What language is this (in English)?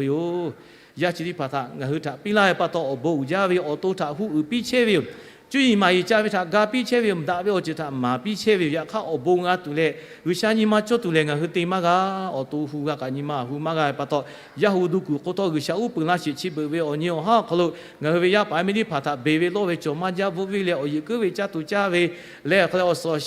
Lahu